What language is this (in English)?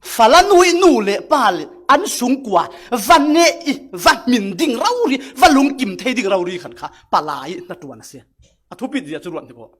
Falam Chin